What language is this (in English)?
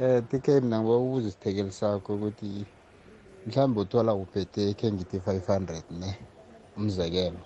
South Ndebele